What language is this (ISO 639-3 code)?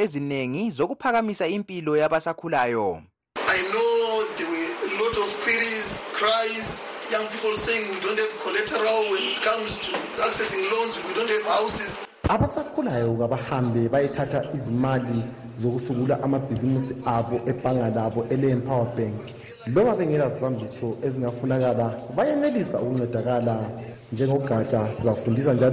nde